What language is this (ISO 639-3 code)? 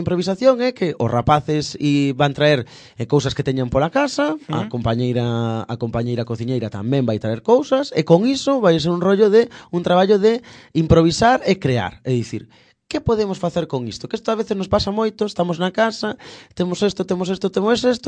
glg